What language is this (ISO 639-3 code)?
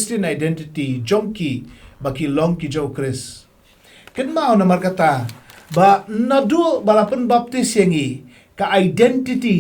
kha